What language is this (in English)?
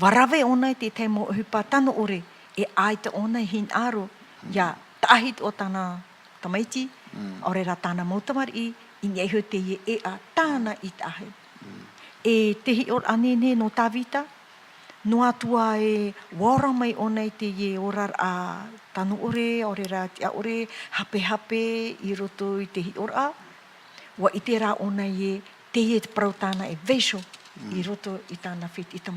Tahitian